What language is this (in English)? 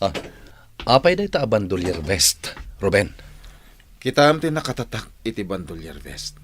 Iloko